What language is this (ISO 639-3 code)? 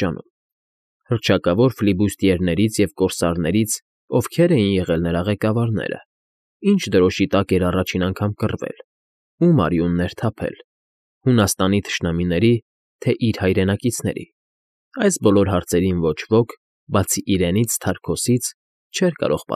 hye